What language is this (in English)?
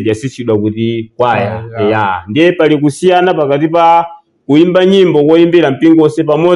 Nyanja